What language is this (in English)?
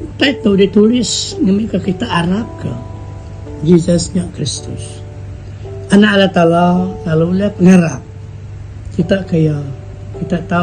Iban